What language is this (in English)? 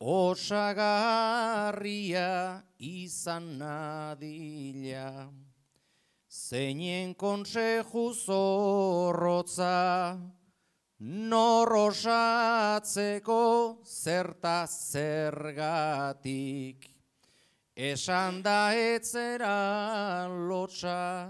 Basque